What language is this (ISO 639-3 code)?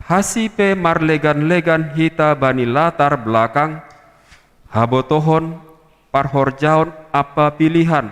bts